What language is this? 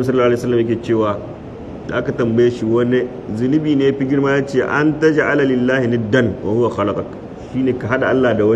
Hausa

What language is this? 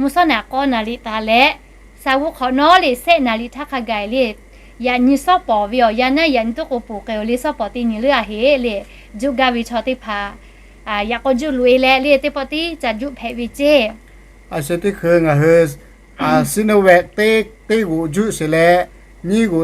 Lahu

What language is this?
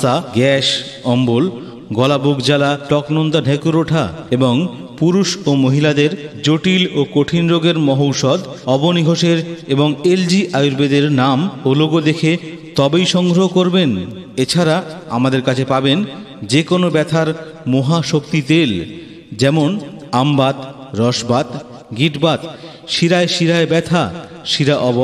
Bangla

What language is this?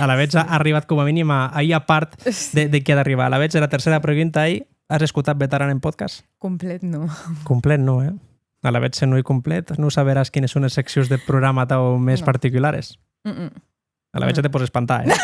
Occitan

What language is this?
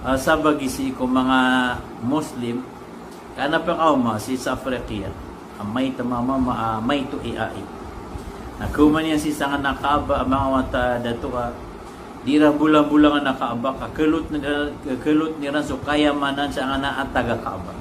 Maranao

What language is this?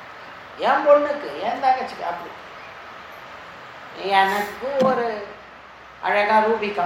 Tamil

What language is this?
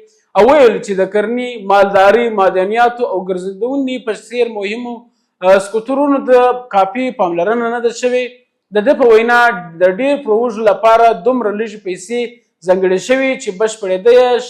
Pashto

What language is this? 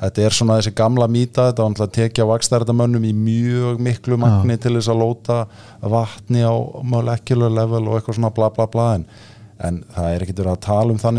Icelandic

